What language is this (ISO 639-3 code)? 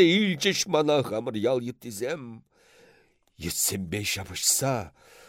chv